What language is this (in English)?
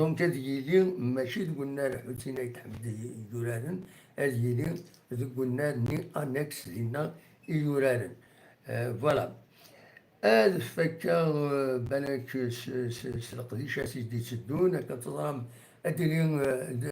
Kabyle